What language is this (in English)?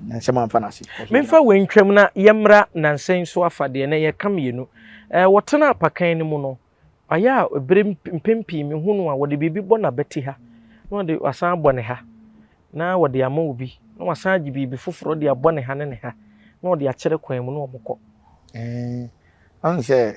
Akan